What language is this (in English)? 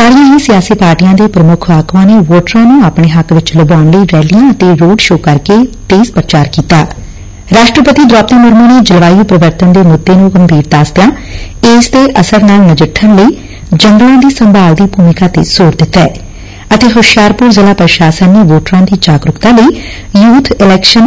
Punjabi